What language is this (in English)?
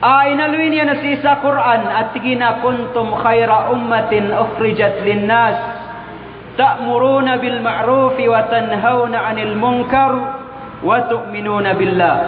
Maranao